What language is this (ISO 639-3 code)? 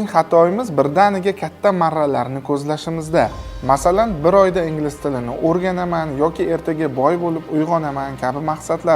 uzb